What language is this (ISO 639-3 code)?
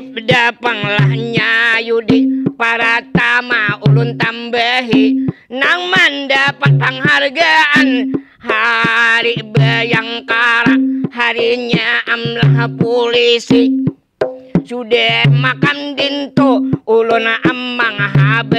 bjn